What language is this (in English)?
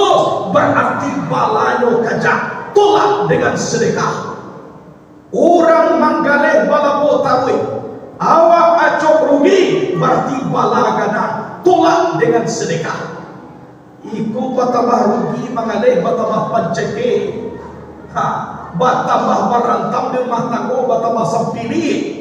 Minangkabau